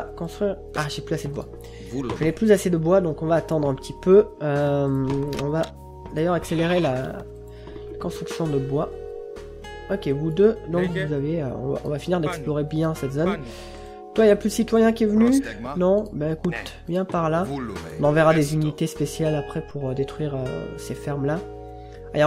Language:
French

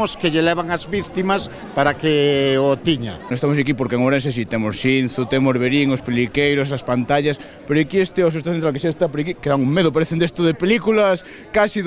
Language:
Galician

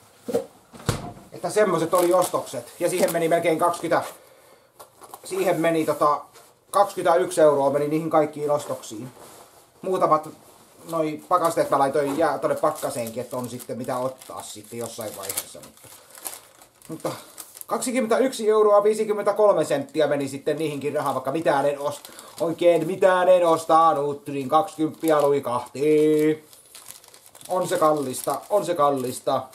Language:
Finnish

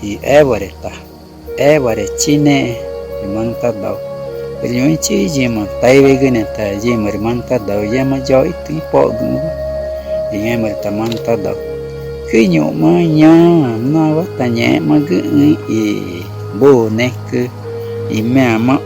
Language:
Ticuna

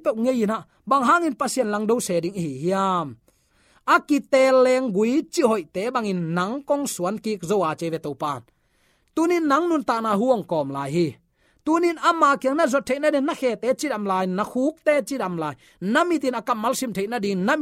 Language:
Tedim Chin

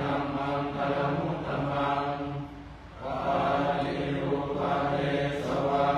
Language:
Pali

